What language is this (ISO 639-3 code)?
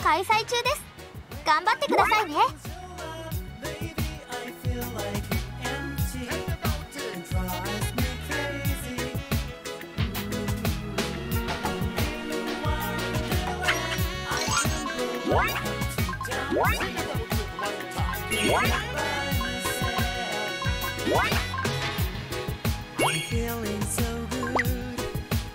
jpn